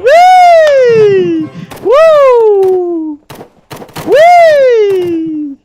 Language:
Banjar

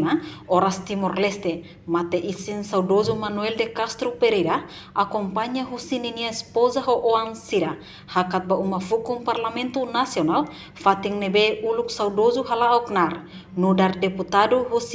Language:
Tetum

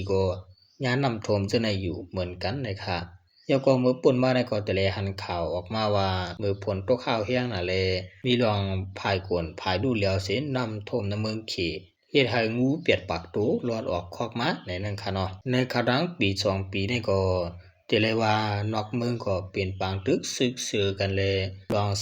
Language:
Shan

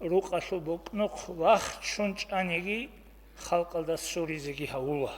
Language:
Avaric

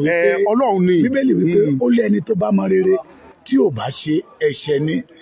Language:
Yoruba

